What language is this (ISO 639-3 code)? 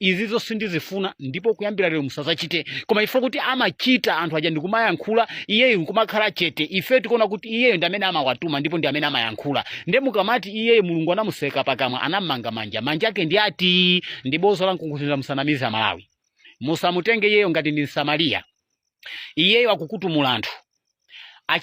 nya